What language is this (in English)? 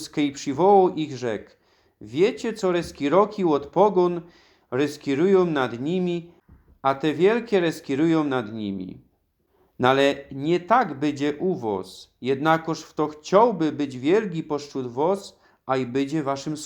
Silesian